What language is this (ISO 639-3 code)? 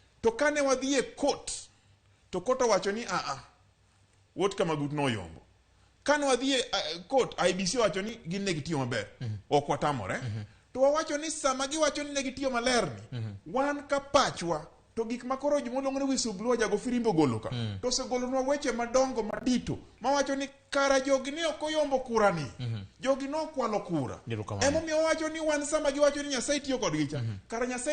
luo